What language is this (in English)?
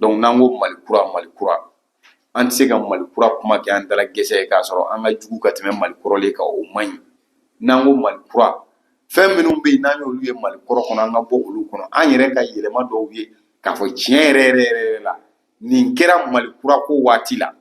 Bambara